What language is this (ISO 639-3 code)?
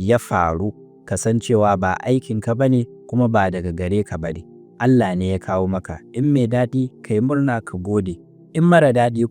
hau